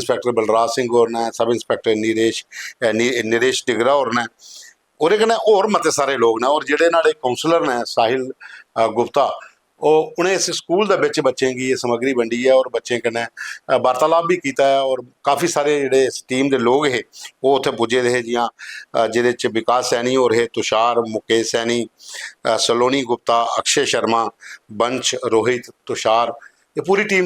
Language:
Dogri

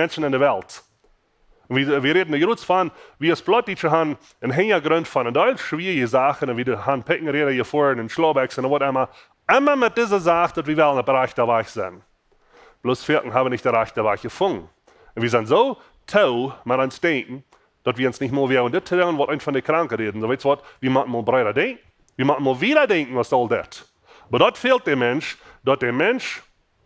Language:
Plautdietsch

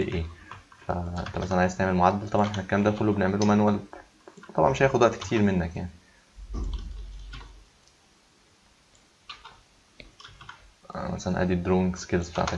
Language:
Egyptian Arabic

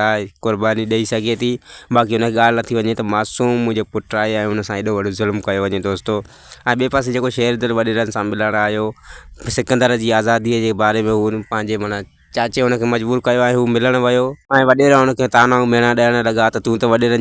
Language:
Sindhi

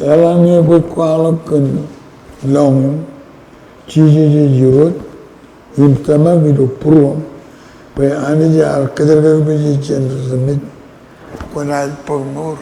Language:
Marshallese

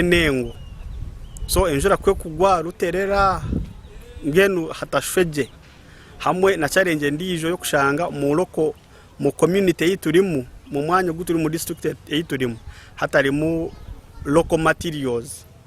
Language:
Nyankole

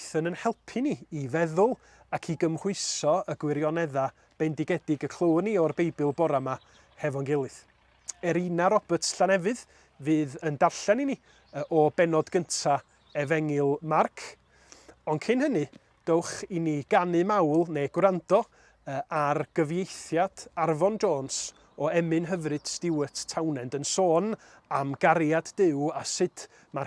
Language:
Welsh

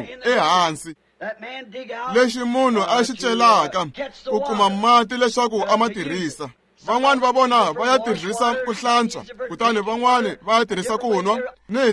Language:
Tsonga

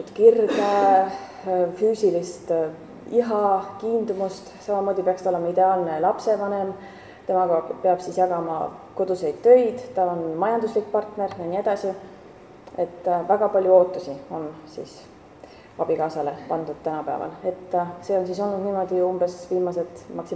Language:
Estonian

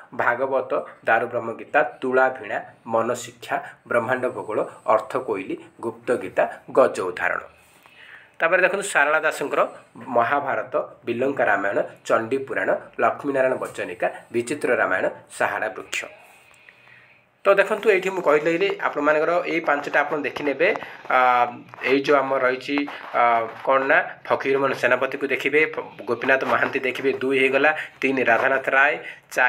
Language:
Odia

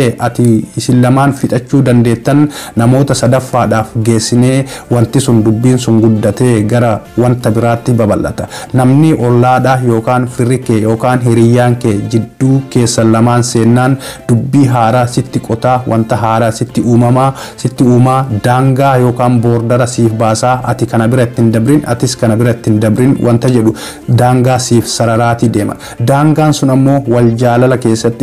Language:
Oromo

